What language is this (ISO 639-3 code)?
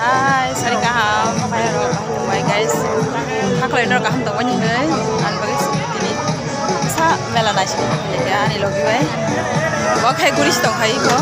trp